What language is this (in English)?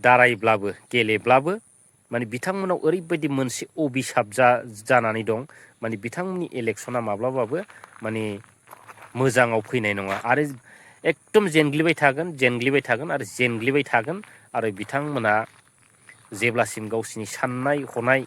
Bodo